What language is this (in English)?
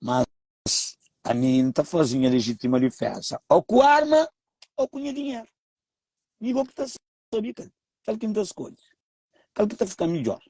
Kabuverdianu